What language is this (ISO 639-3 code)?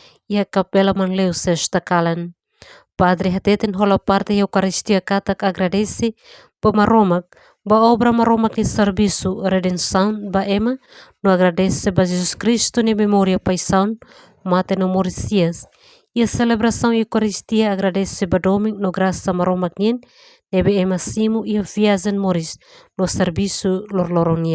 tet